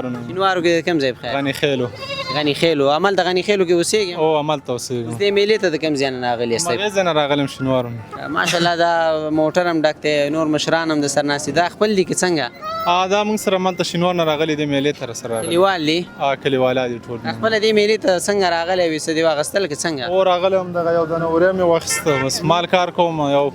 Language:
Pashto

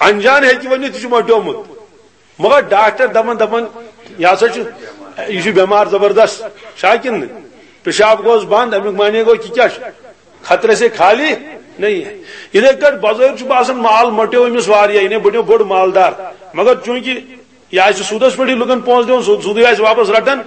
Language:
Kashmiri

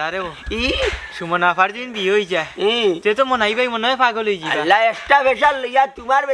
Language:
Sylheti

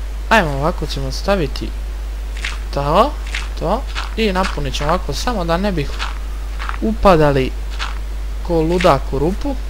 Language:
Croatian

